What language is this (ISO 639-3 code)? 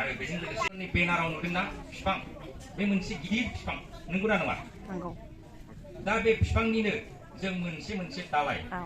brx